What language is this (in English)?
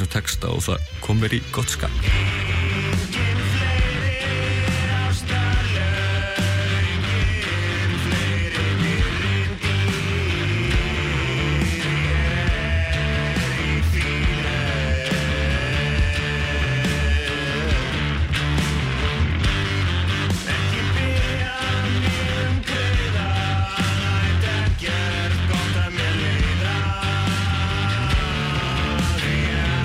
Icelandic